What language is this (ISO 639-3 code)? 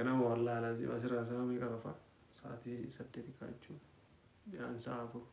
orm